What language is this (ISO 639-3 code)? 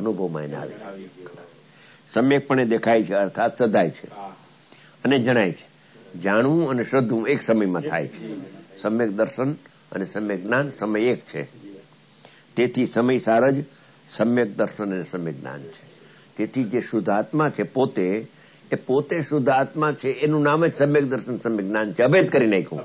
guj